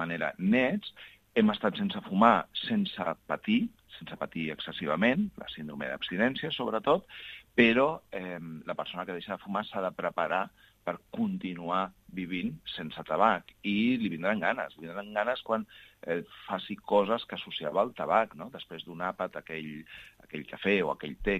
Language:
Catalan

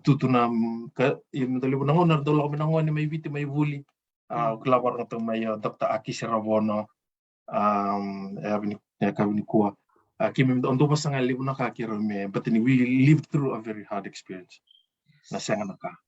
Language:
Fijian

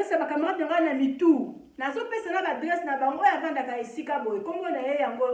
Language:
Lingala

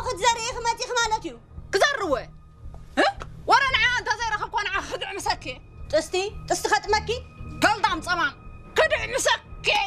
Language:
Tigrinya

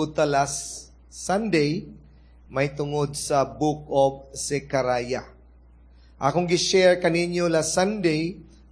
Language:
Cebuano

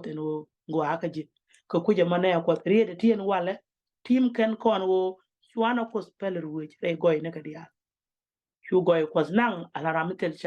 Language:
Nuer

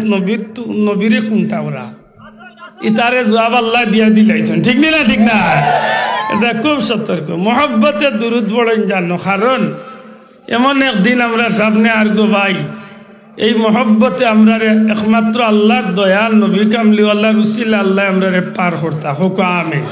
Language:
Sylheti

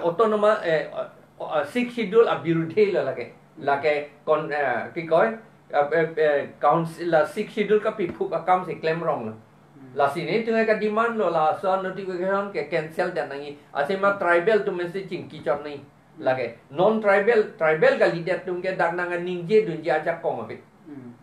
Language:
Karbi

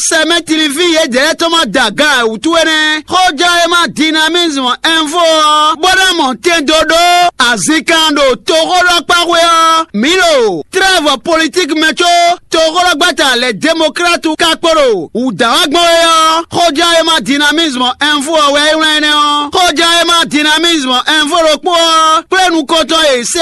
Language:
Fon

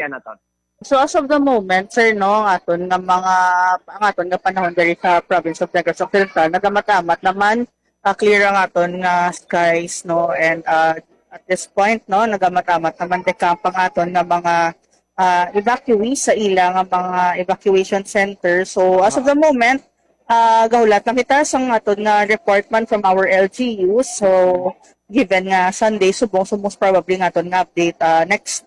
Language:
Hiligaynon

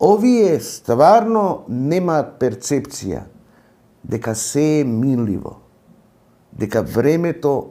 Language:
Macedonian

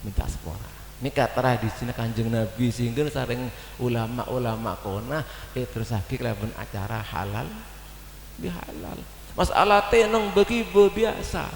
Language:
Madurese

